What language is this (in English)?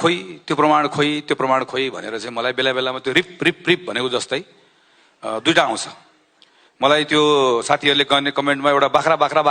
Nepali